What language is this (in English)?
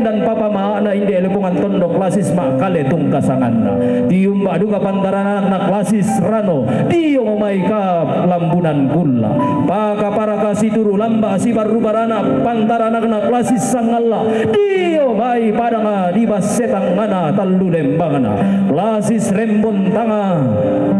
Toraja-Sa'dan